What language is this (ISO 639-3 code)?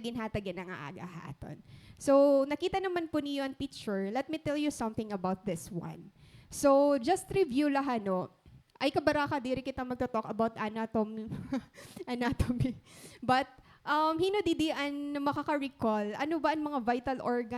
war